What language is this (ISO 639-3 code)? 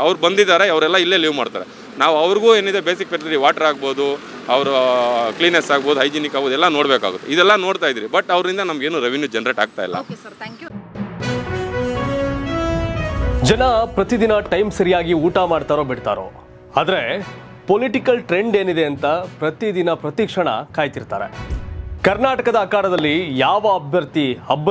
kan